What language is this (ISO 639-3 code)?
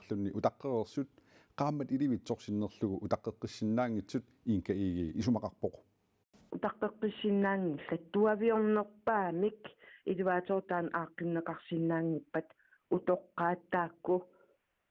kal